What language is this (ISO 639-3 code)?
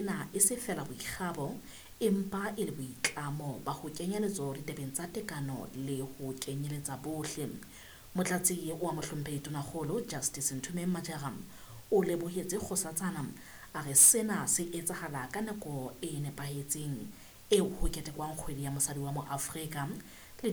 sot